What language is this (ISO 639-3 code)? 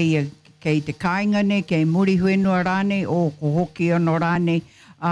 mri